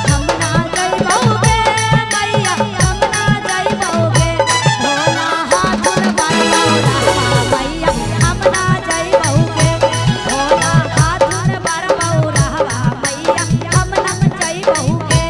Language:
Magahi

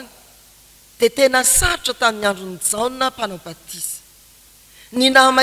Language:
Malagasy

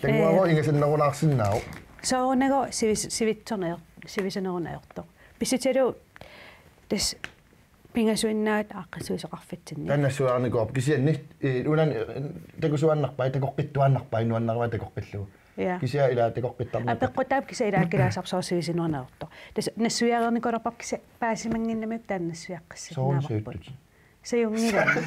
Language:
Kalaallisut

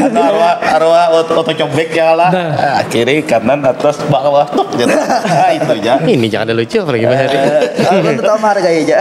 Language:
Banjar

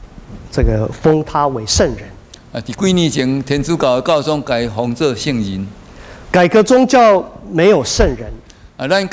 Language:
Min Nan Chinese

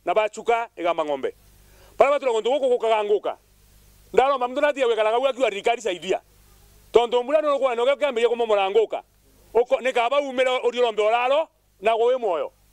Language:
Meru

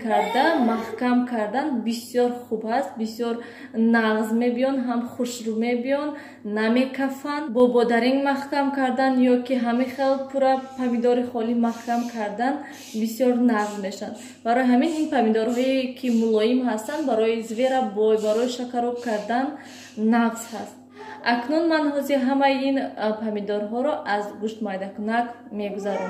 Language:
Tajik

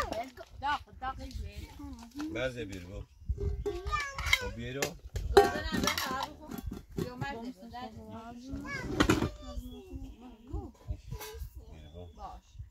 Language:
Persian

